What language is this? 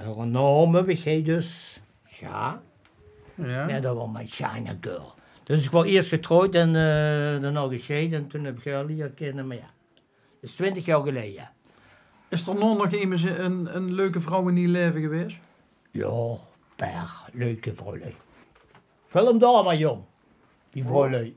Limburgish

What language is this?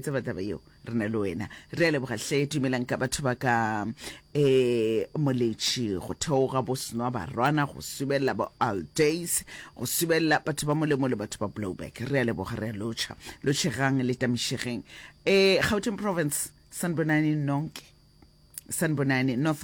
Northern Sotho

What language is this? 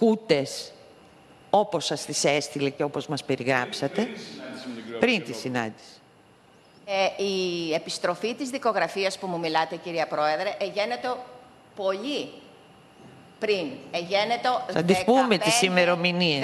Greek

